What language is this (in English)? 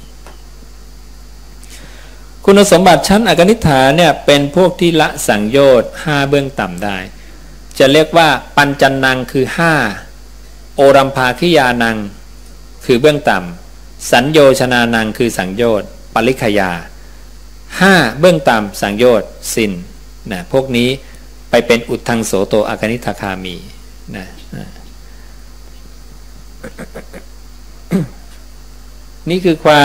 Thai